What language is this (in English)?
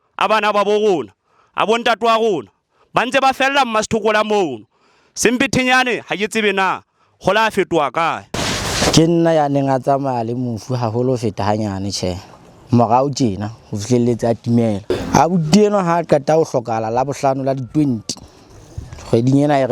Southern Sotho